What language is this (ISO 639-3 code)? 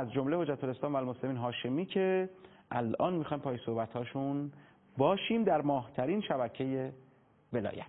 fas